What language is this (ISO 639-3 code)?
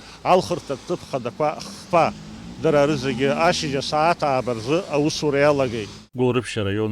abk